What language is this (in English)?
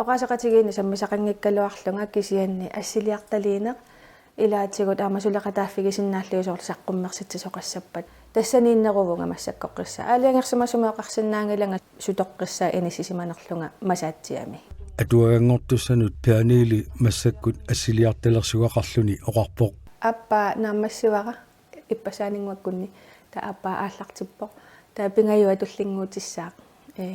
Kalaallisut